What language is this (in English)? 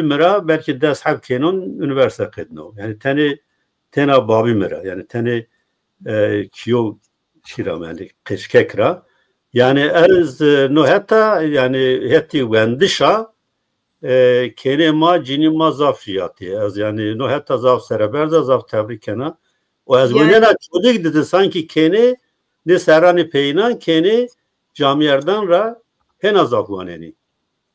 Zaza